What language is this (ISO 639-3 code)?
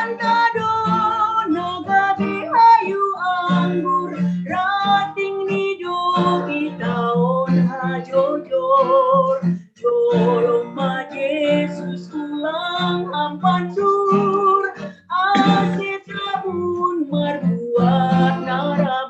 bts